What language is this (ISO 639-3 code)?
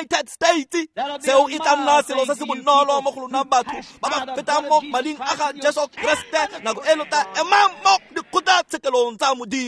tsn